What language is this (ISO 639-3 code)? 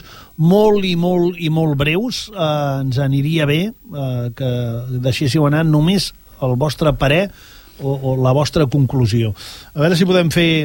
cat